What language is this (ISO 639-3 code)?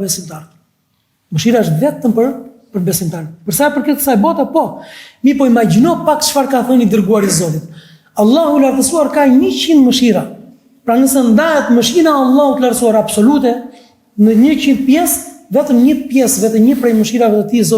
sqi